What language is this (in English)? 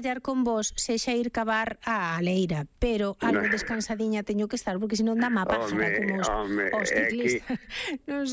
Galician